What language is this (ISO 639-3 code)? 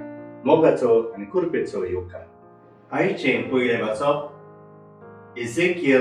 kok